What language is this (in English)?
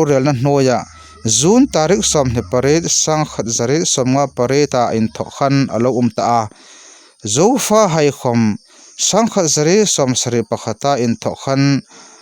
Hmar